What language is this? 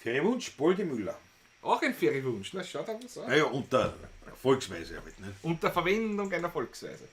Bavarian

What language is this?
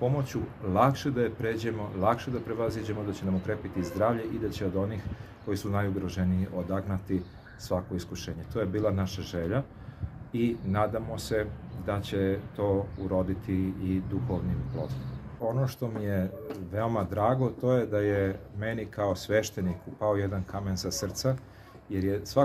Serbian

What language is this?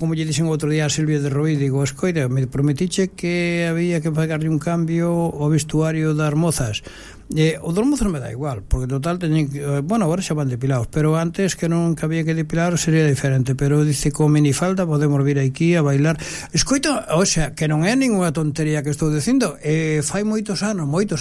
Galician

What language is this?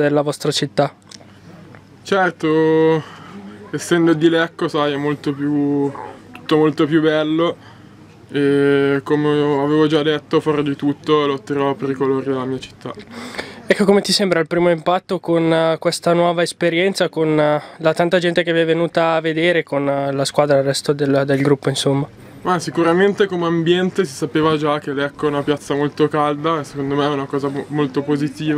Italian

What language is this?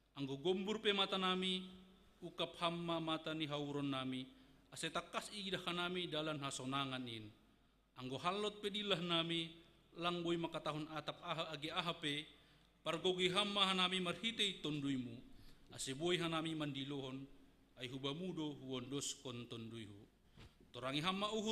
Batak Simalungun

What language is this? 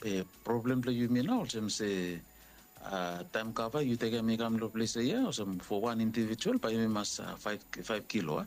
Bislama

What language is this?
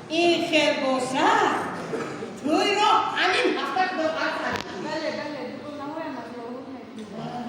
Tajik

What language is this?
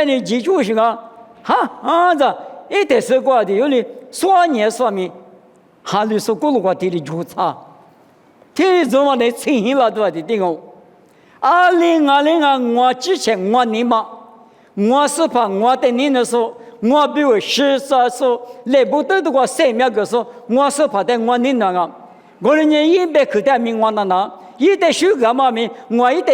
Lisu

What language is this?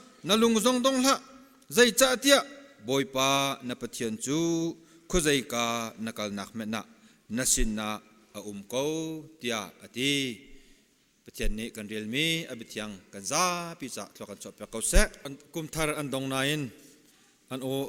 Hakha Chin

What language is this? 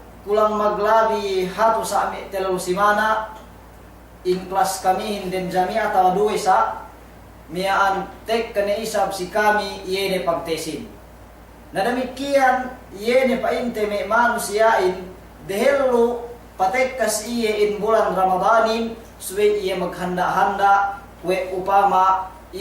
Yakan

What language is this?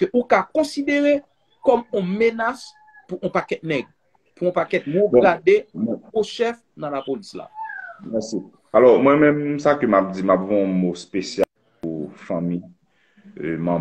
Haitian Creole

